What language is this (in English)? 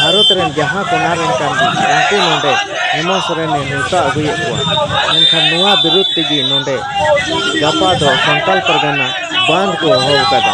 Santali